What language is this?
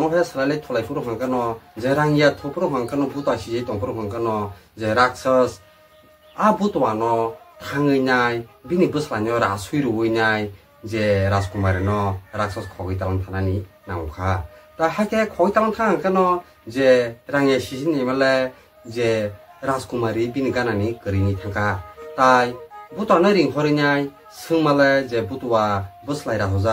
Kok Borok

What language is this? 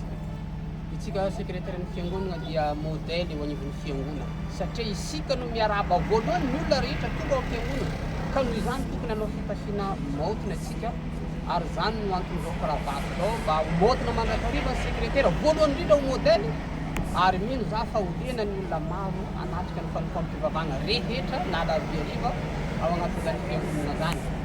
Malagasy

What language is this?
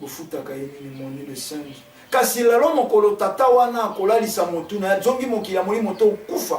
Lingala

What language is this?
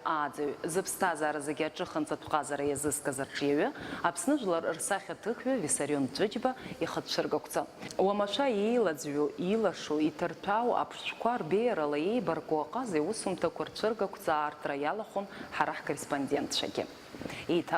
Abkhazian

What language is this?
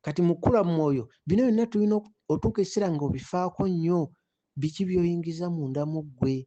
Ganda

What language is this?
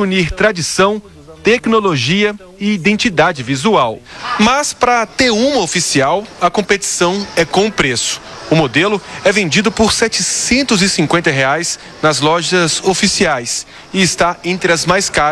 Portuguese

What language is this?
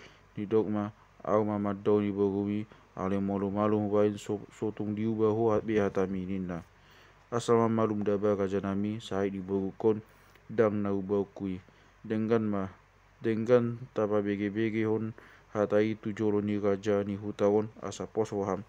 Batak Toba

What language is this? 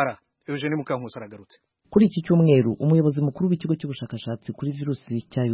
Kinyarwanda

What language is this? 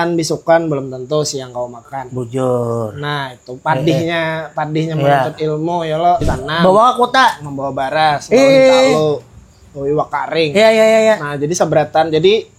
Banjar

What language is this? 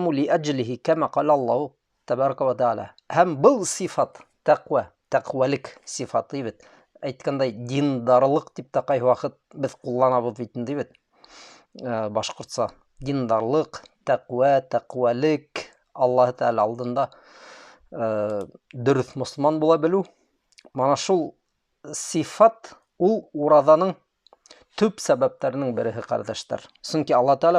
Bashkir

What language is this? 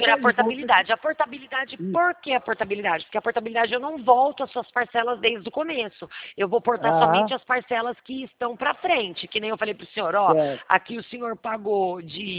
Portuguese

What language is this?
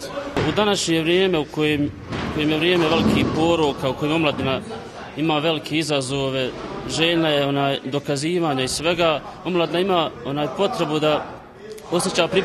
Bosnian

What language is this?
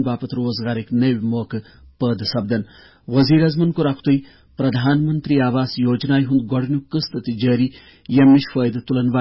Kashmiri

